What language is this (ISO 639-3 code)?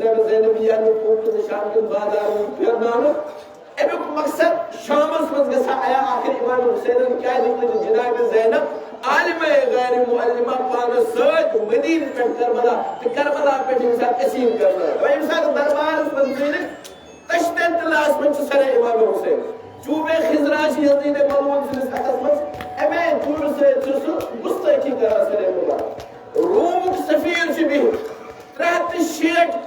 kas